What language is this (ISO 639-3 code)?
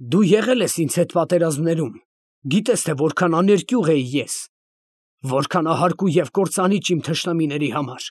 hye